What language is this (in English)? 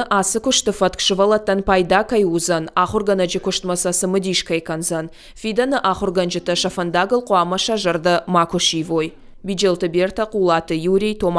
Ossetic